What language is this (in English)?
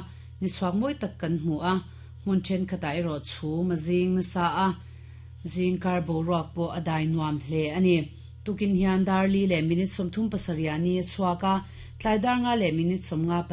Mizo